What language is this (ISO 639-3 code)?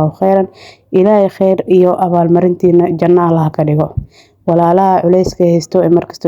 som